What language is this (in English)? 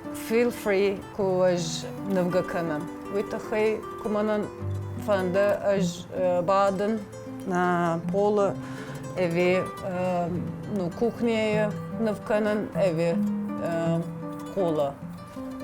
Ossetic